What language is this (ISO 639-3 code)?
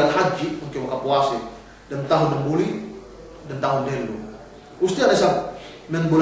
yka